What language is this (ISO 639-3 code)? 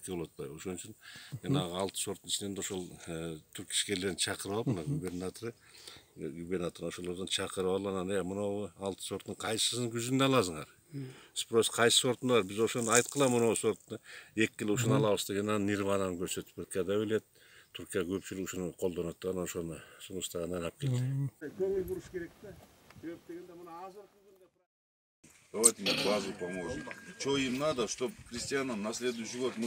kir